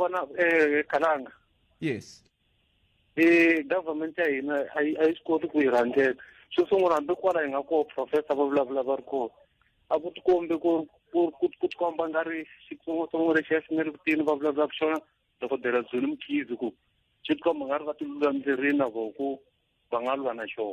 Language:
Tsonga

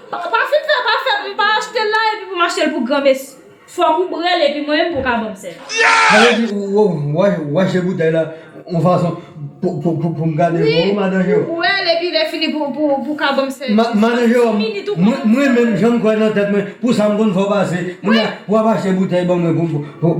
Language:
Haitian Creole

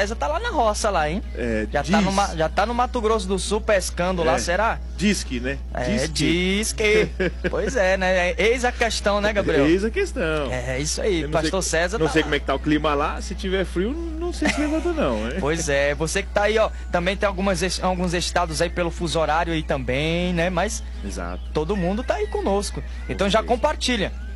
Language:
Portuguese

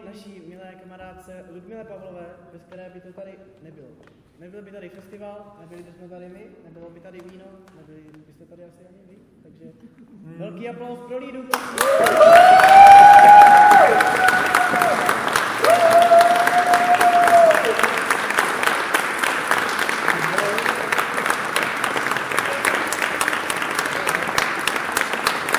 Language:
Czech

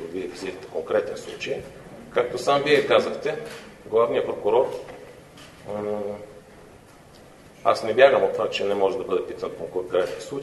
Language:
Bulgarian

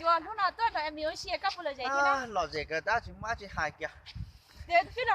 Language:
Hmong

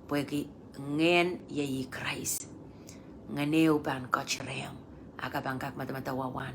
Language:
Pohnpeian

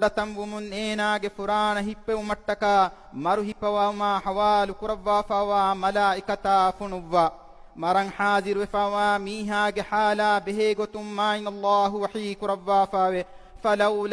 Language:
Divehi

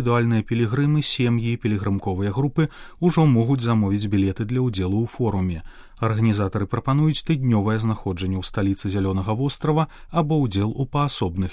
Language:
Belarusian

